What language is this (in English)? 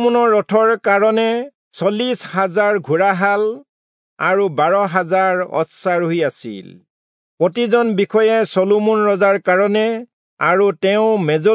Assamese